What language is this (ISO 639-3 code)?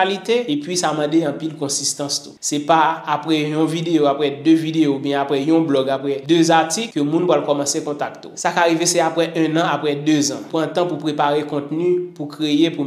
hat